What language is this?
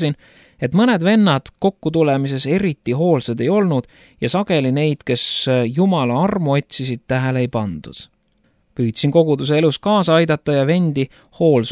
Estonian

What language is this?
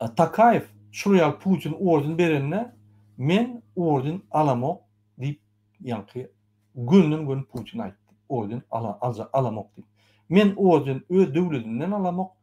Turkmen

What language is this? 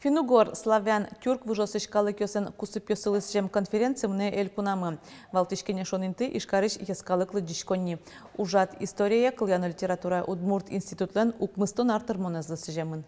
Udmurt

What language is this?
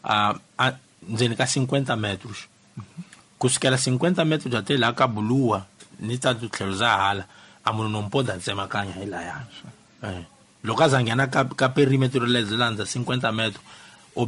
Tsonga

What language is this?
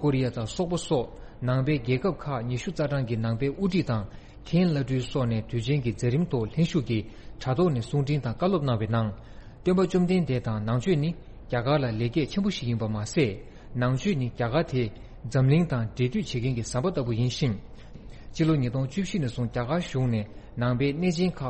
Tibetan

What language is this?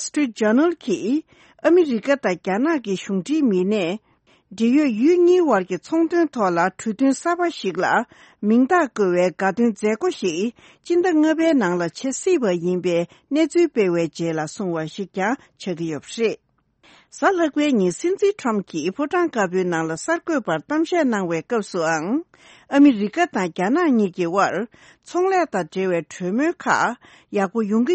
Tibetan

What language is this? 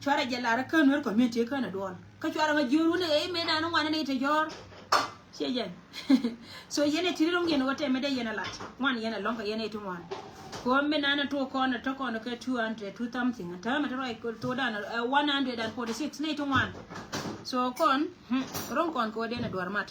Nuer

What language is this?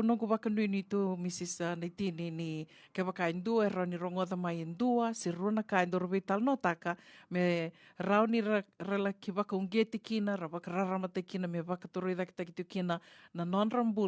Fijian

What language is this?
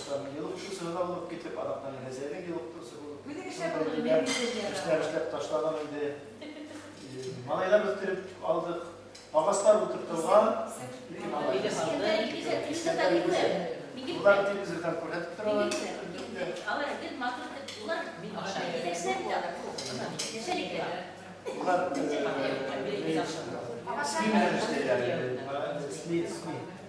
Bashkir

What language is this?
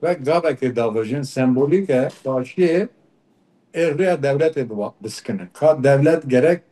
Kurdish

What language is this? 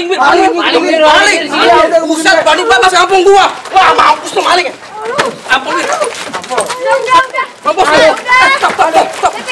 Betawi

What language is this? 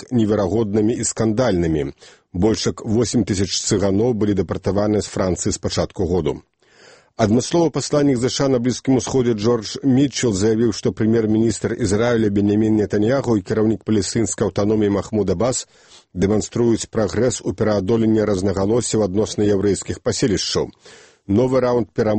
Belarusian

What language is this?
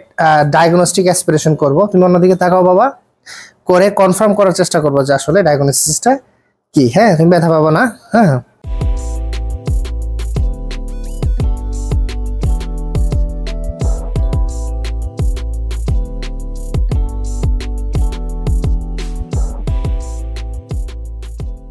Bangla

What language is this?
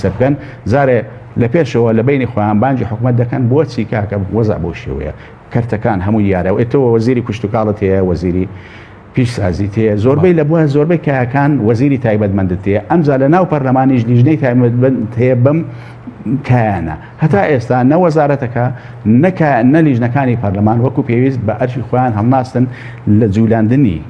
Central Kurdish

